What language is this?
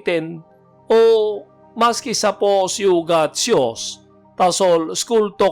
Tok Pisin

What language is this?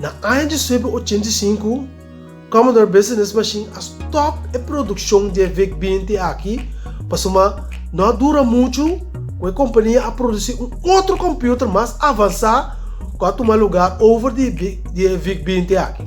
Papiamento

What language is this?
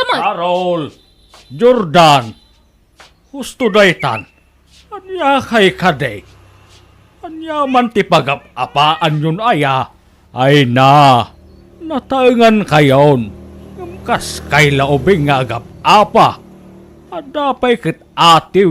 Iloko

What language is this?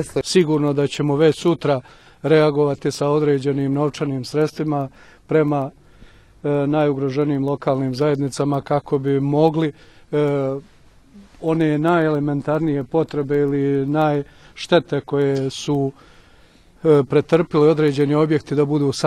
Bosnian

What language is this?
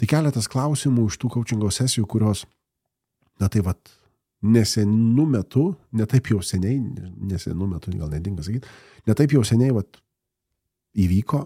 Lithuanian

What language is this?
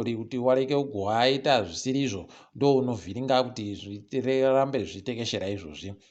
Ndau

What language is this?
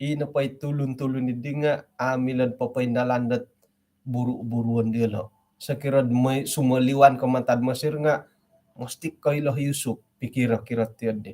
Central Dusun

